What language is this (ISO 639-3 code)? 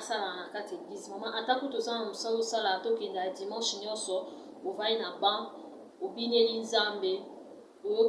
lin